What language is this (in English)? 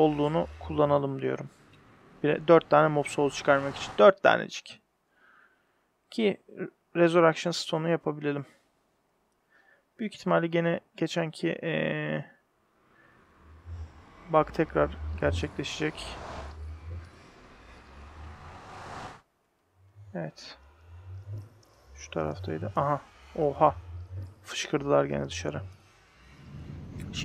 Turkish